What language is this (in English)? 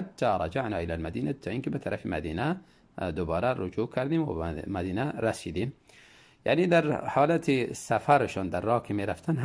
Tajik